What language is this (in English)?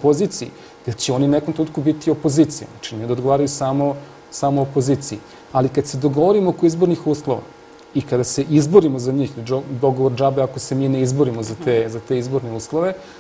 Serbian